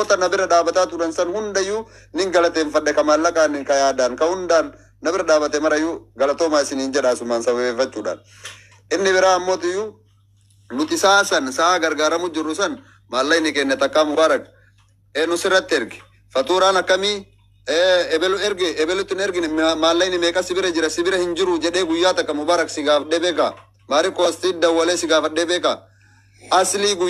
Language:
Oromo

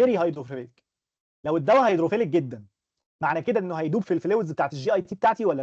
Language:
Egyptian Arabic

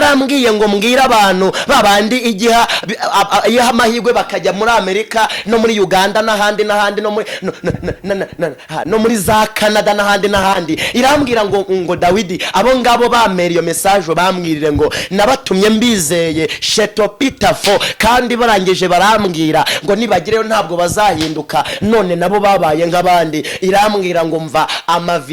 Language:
Kinyarwanda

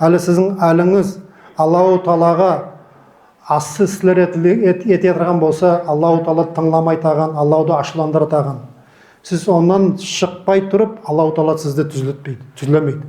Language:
Nogai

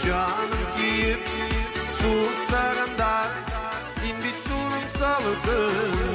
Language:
Bashkir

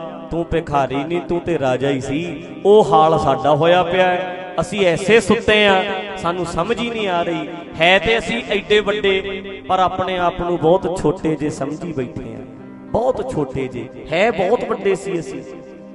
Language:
Punjabi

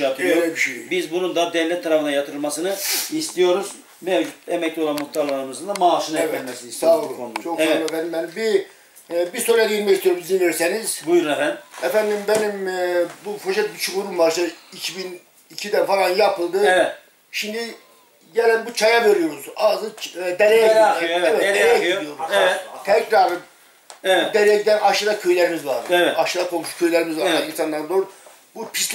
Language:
Turkish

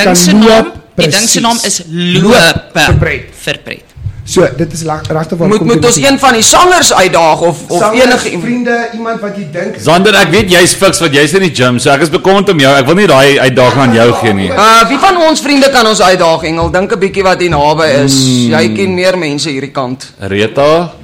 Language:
Afrikaans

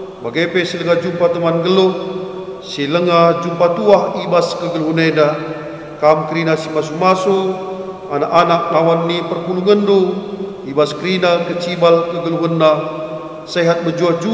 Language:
Batak Karo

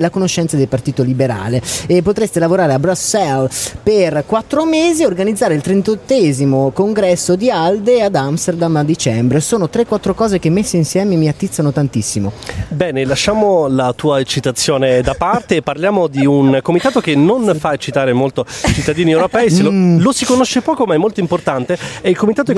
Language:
Italian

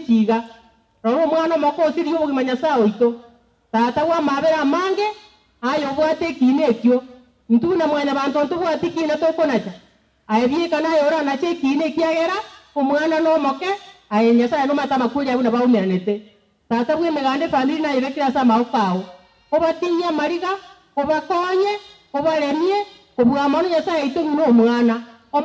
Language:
Gusii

